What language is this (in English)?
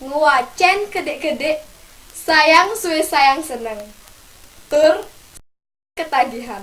Balinese